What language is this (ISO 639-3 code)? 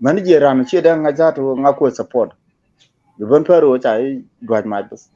nus